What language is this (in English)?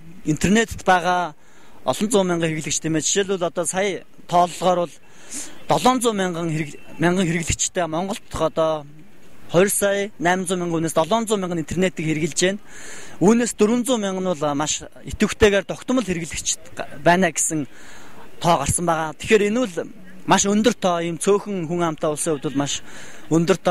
Mongolian